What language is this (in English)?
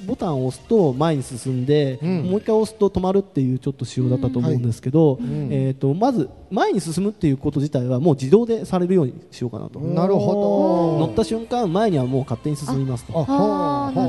Japanese